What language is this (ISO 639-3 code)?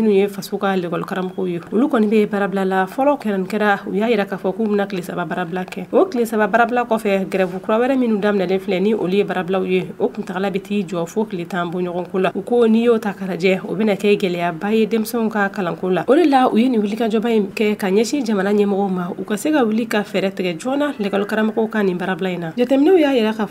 bam